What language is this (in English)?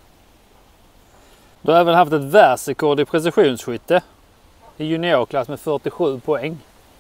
Swedish